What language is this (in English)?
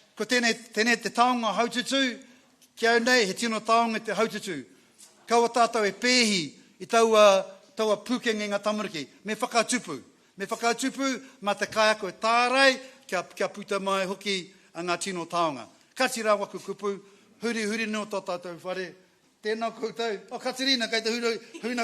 Māori